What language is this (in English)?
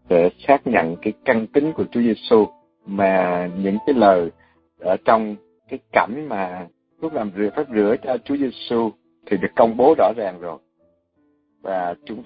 Vietnamese